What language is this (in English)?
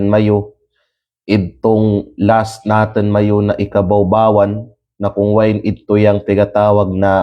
Kalagan